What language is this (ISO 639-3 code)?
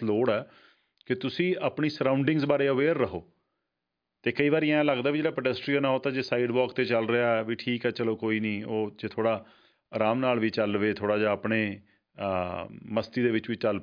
pan